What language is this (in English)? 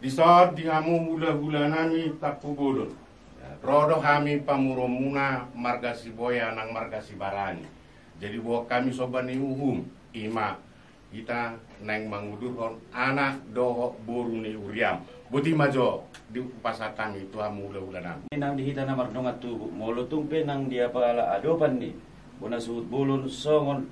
Batak Toba